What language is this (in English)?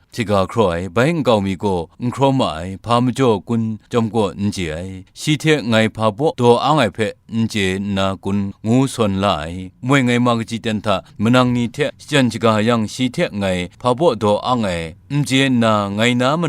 Kachin